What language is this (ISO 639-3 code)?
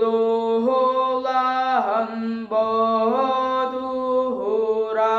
sah